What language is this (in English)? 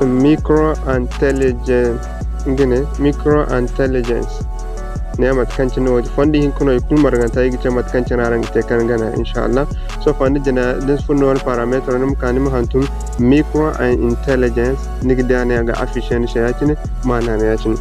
Zarma